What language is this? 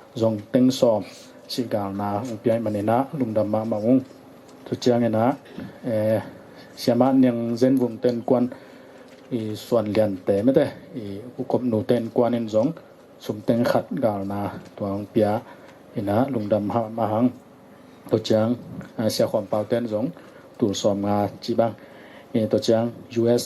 Tedim Chin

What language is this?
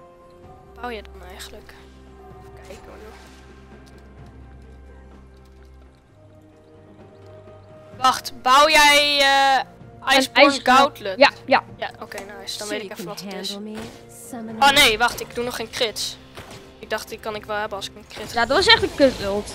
Dutch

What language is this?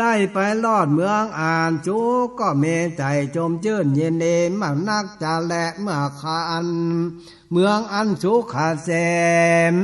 Northern Thai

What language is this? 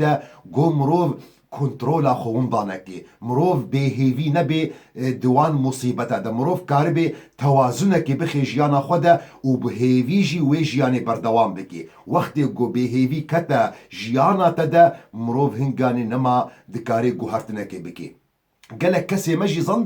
Kurdish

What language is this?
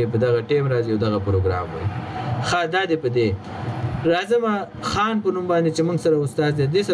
Pashto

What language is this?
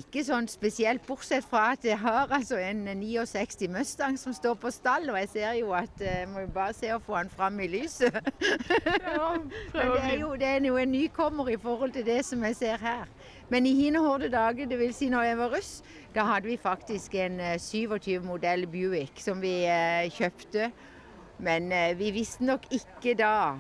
Norwegian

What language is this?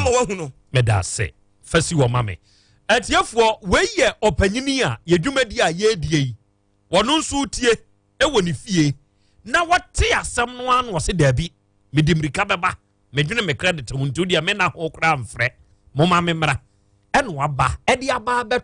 Akan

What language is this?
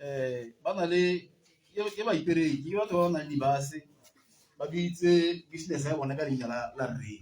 Tswana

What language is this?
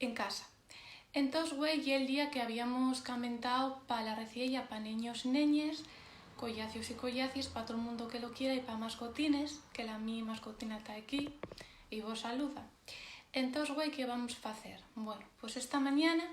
Asturian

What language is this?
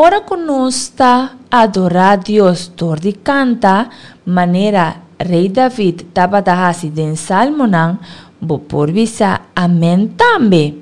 Papiamento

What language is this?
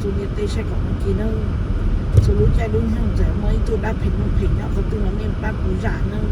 Hmong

